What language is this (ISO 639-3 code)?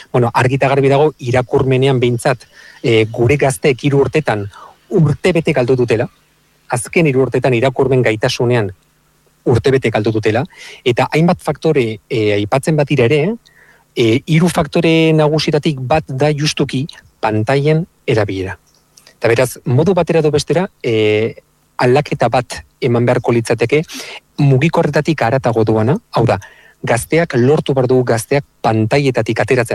eus